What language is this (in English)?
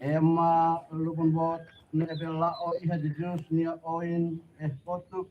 Tetum